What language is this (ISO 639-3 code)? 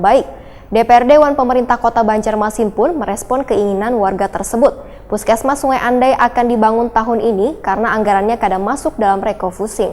bjn